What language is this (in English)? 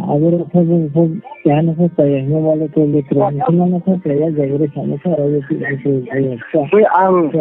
Riang (India)